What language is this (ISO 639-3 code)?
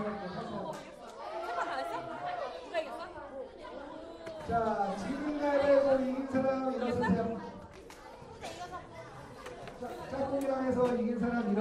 kor